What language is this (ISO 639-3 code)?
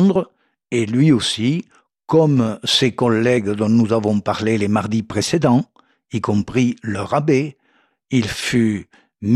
fra